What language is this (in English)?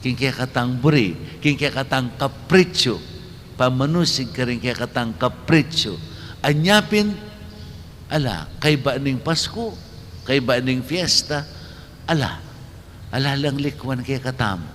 Pampanga